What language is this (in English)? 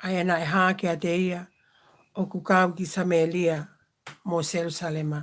Tongan